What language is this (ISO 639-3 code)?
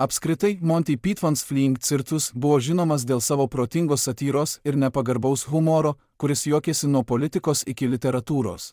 lit